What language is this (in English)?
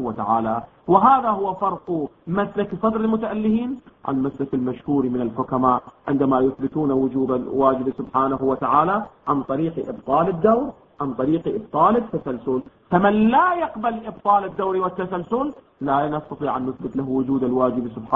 Arabic